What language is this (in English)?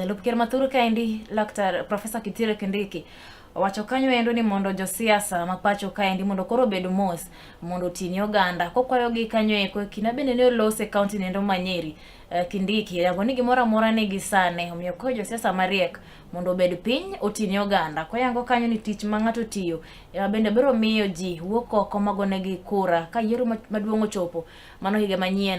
Luo (Kenya and Tanzania)